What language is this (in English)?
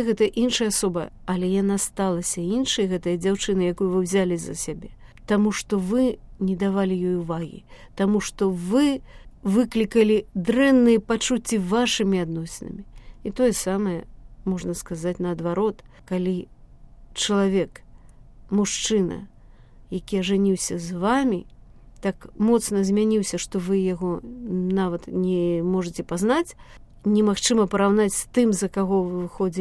Belarusian